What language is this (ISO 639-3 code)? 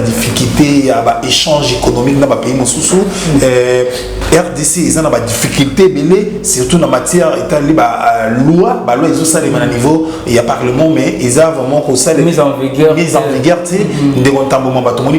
lin